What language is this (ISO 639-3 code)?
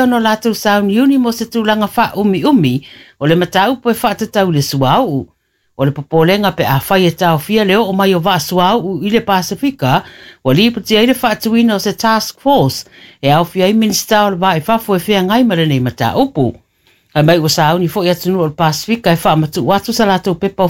smo